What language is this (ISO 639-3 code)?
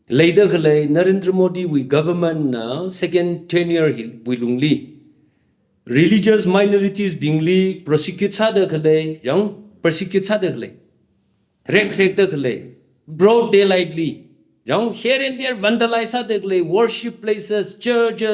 nmf